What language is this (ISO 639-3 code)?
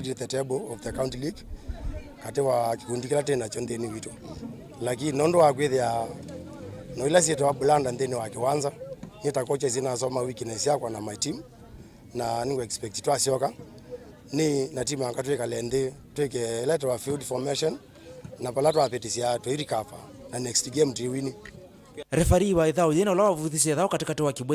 kam